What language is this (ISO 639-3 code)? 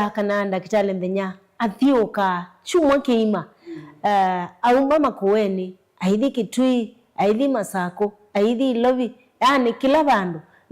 kam